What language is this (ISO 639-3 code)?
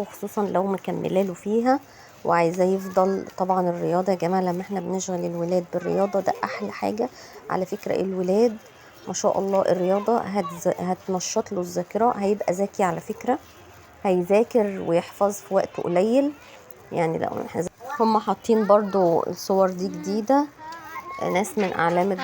arz